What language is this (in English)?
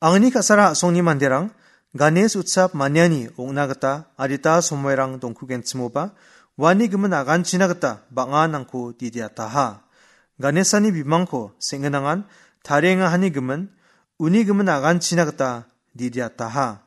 Garo